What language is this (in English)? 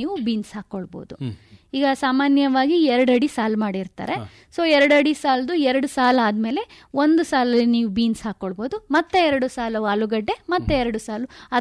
Kannada